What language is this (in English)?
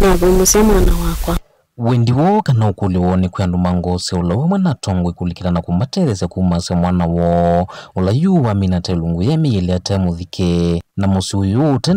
Kamba